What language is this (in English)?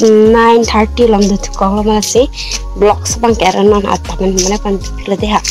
Karbi